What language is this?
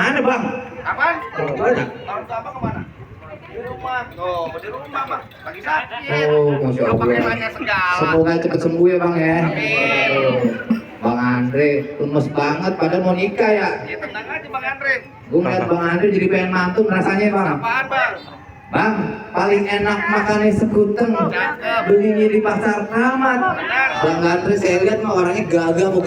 Betawi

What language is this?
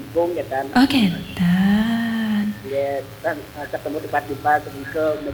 Balinese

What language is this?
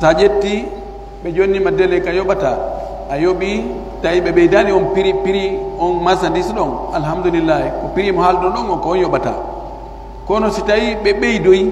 Pular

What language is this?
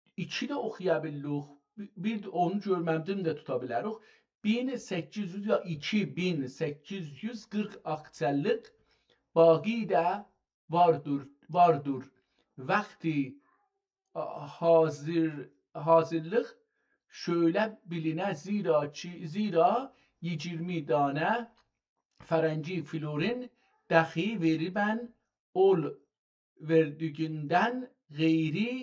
South Azerbaijani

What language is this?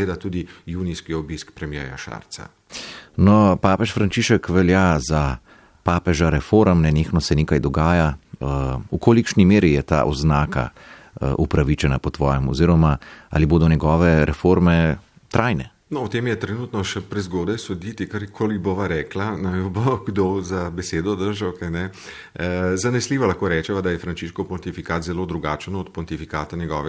Slovenian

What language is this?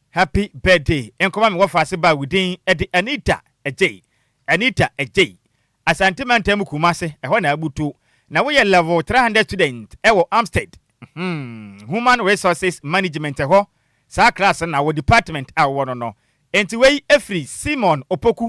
Akan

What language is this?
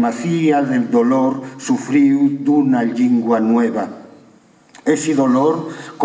Asturian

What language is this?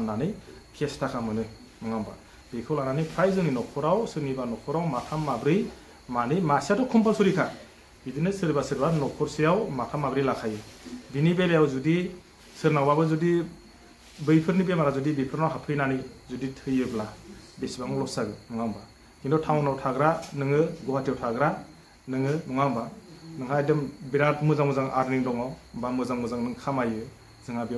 Bodo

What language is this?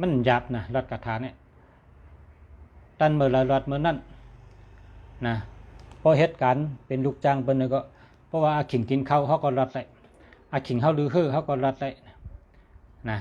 Shan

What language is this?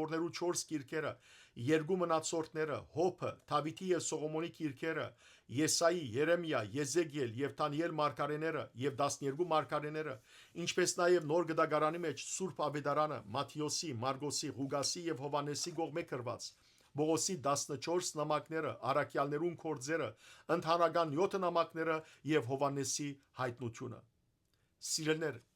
Western Armenian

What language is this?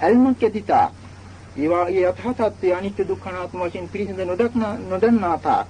Sinhala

